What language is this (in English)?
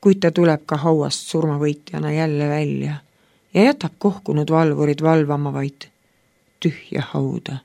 Estonian